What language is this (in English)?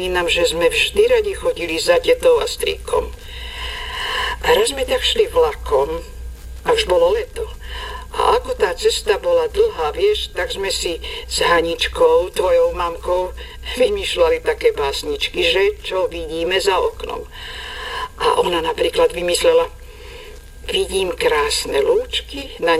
Slovak